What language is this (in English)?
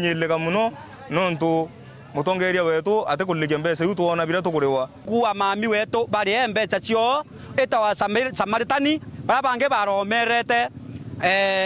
Meru